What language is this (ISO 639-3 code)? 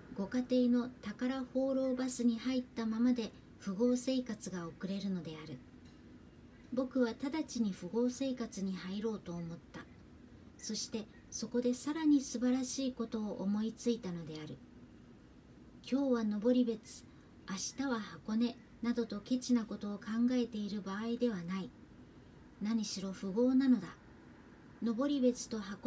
jpn